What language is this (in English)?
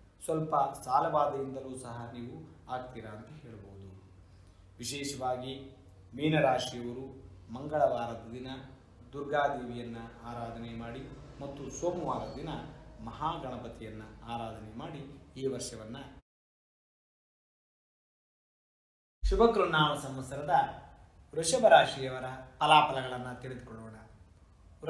Kannada